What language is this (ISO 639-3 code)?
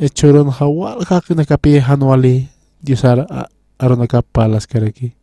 aym